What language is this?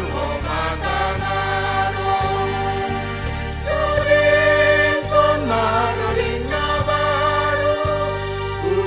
Batak Simalungun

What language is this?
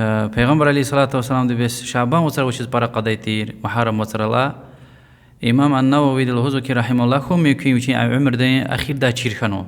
Lezghian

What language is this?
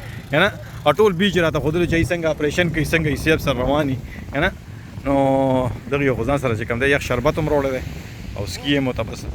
Pashto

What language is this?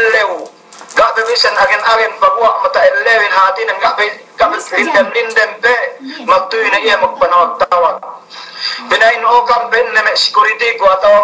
Yakan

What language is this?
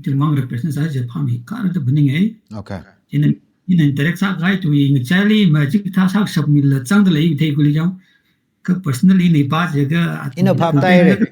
Tangkhul Naga (India)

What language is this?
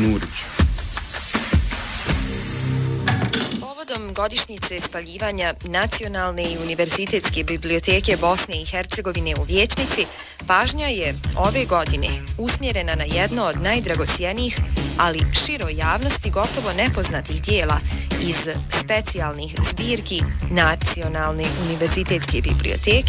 Bosnian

